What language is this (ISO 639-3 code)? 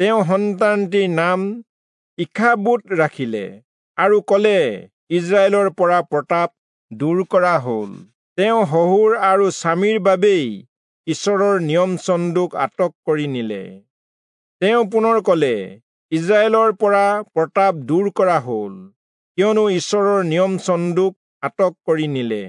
asm